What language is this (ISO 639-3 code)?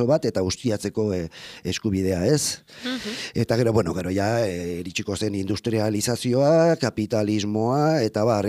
eus